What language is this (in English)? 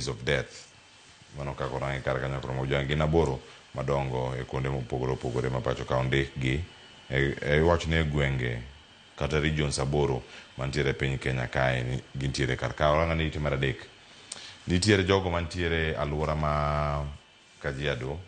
Luo (Kenya and Tanzania)